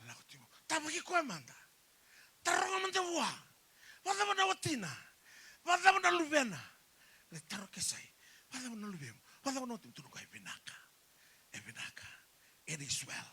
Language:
Fijian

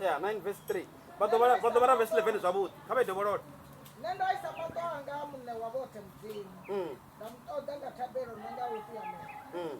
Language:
Venda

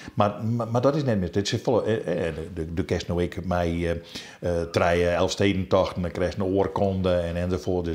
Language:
Western Frisian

